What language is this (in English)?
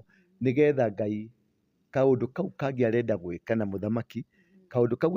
Kikuyu